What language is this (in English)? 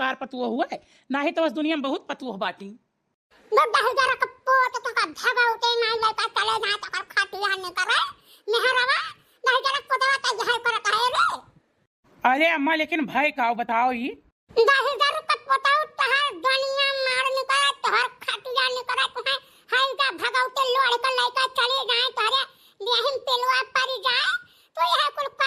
Awadhi